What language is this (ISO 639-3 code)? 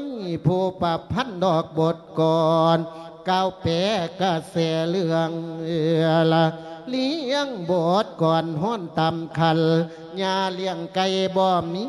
lao